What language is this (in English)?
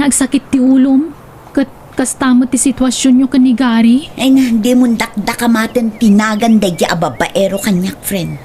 Iloko